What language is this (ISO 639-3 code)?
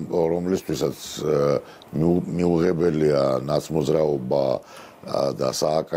kat